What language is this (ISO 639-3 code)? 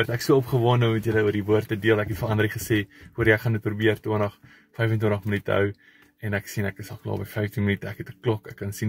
afr